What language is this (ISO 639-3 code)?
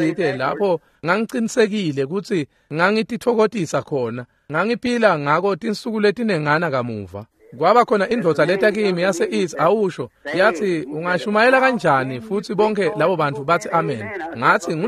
ssw